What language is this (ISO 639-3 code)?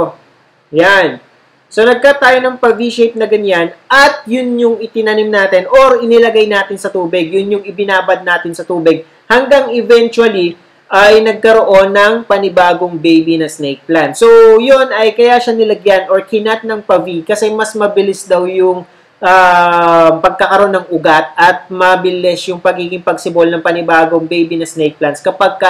fil